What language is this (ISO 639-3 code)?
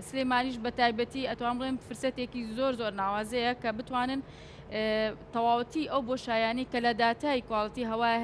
ckb